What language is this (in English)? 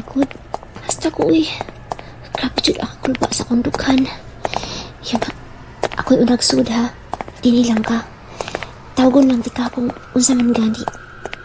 Cebuano